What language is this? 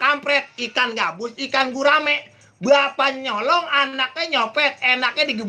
Betawi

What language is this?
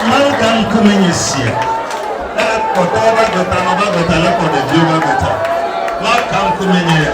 Ewe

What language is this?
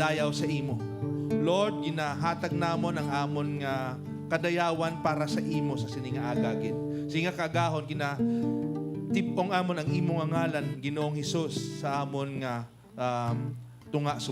Hiligaynon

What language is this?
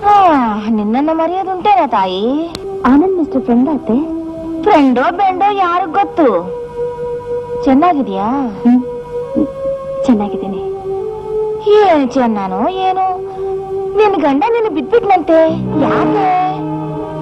Kannada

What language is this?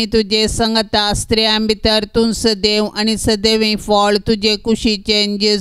Konkani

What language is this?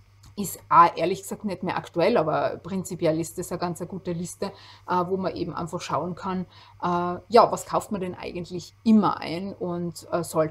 German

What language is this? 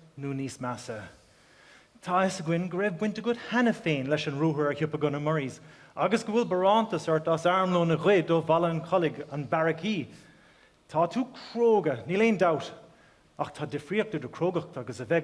Irish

